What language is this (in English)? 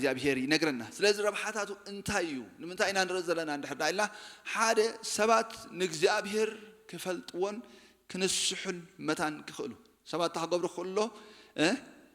Tigrinya